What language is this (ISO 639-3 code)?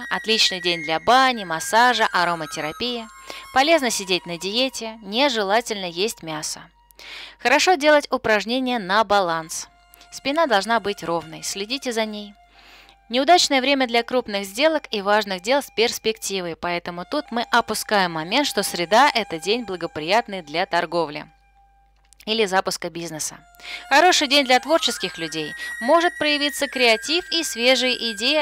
rus